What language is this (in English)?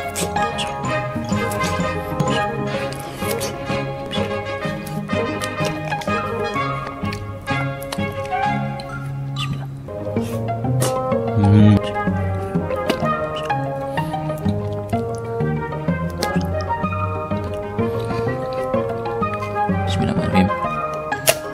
Malay